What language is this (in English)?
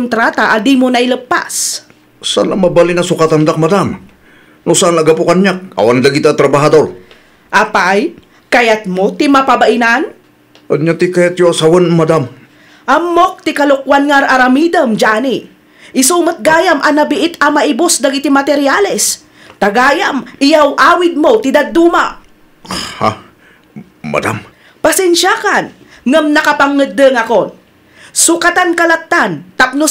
Iloko